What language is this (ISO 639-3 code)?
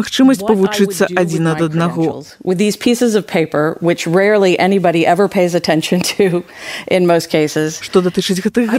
bel